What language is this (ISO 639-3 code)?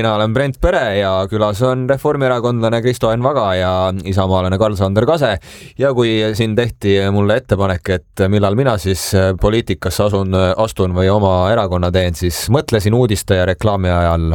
est